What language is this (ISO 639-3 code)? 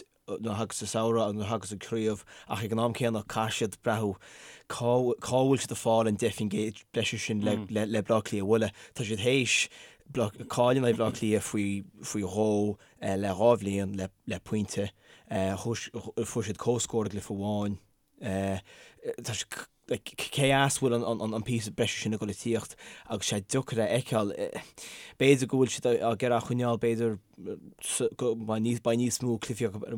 gle